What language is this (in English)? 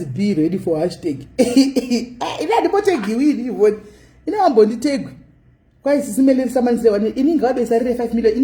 Shona